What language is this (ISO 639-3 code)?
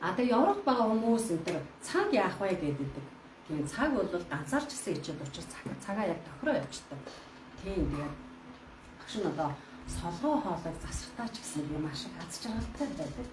mon